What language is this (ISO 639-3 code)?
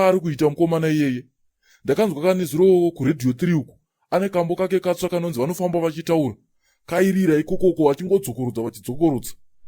sna